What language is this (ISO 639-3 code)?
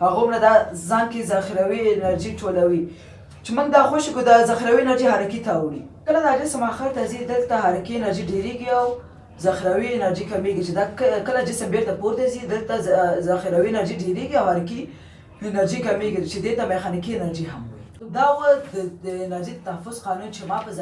pus